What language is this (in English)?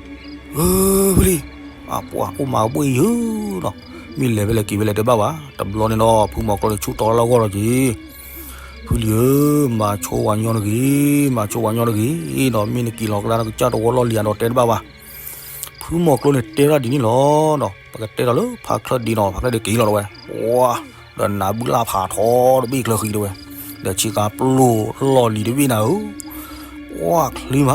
S'gaw Karen